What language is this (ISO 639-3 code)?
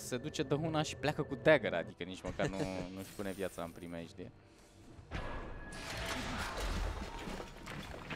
ron